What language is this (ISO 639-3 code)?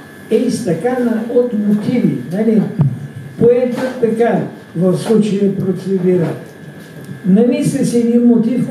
bul